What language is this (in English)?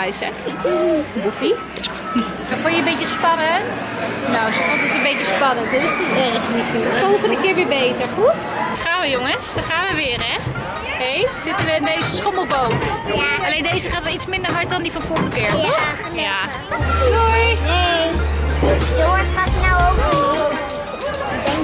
Dutch